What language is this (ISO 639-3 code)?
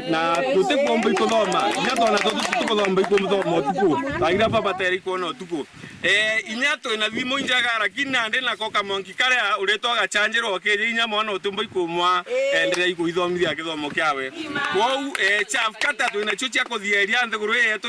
mer